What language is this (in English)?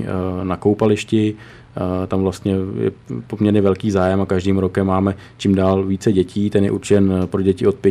Czech